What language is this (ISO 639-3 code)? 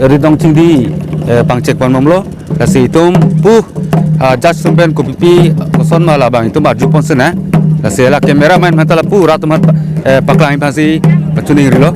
mjw